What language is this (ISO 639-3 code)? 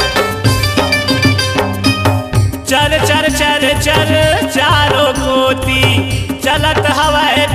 hne